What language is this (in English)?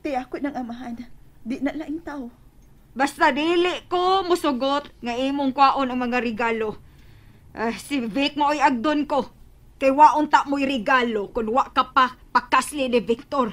Cebuano